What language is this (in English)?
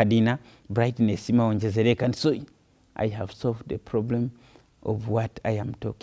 Nyanja